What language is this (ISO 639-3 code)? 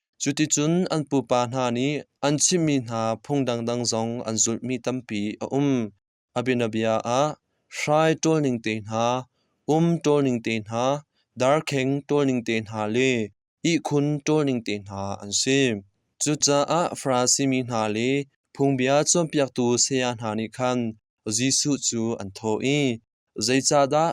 cnh